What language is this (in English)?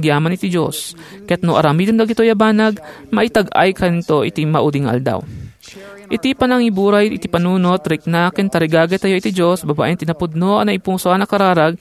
Iloko